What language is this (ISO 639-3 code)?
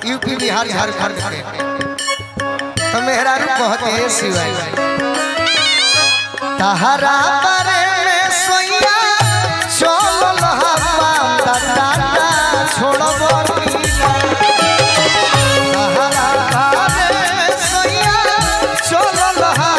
bho